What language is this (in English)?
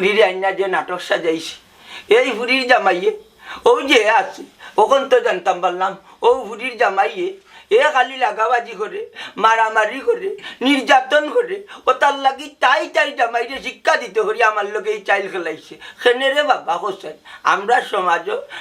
Sylheti